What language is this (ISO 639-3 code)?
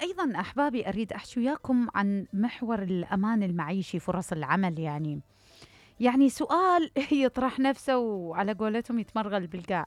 acm